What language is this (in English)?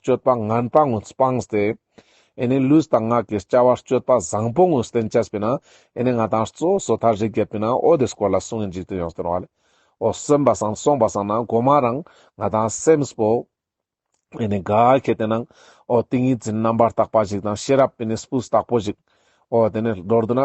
Ladakhi